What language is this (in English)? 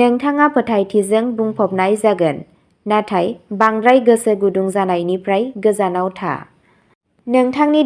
Bodo